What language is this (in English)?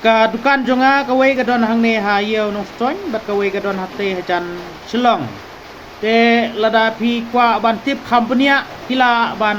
Khasi